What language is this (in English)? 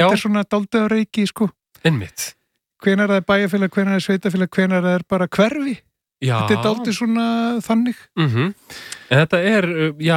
Icelandic